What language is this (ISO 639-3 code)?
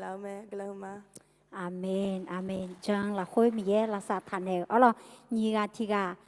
ahk